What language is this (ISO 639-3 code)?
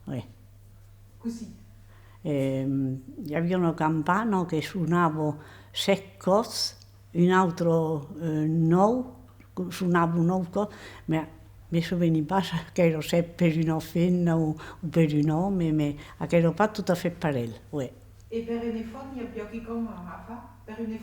oci